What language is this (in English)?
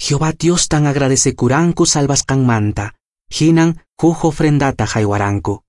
Quechua